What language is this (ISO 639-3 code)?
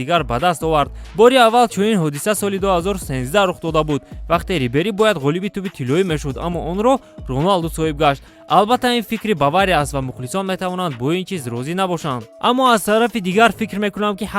tgk